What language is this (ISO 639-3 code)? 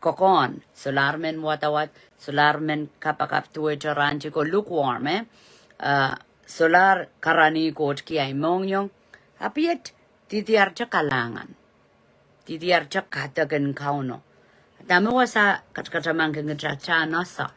pon